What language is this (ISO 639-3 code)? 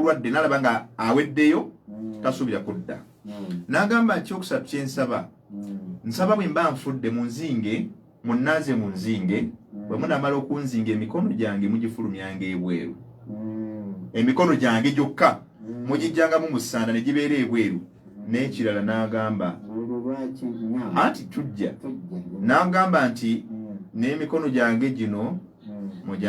lug